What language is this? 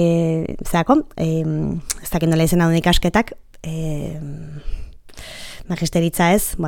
Basque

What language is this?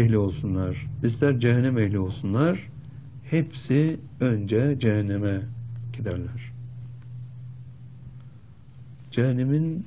Turkish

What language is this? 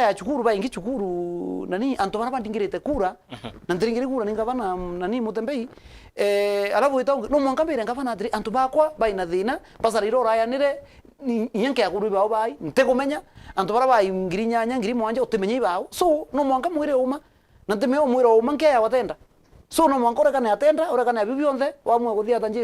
Meru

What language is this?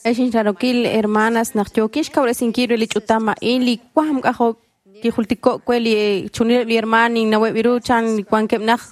Kekchí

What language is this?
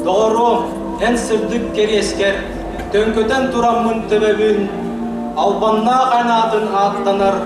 Yakut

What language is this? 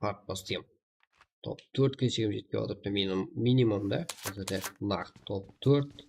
Kara-Kalpak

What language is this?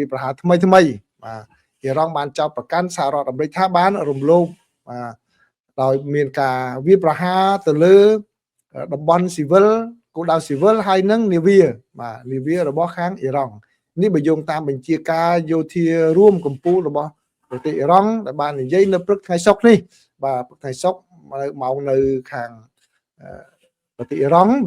Khmer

